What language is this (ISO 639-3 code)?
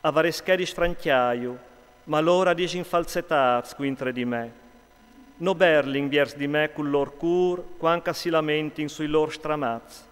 fur